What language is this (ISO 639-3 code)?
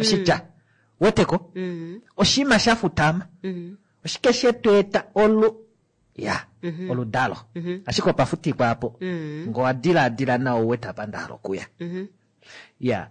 kua